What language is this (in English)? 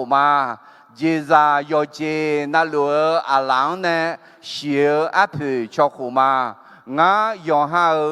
Akha